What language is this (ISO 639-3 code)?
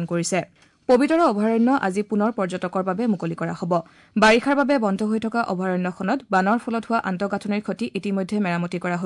asm